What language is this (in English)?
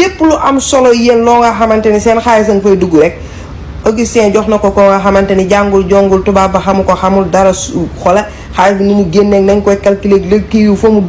Wolof